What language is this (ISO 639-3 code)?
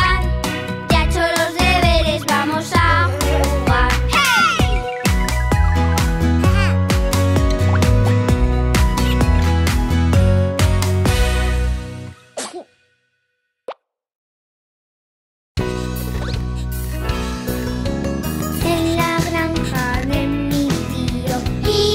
spa